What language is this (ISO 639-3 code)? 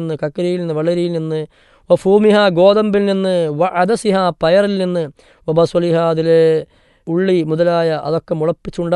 mal